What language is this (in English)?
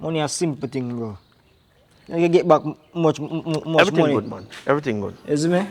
Jamaican Creole English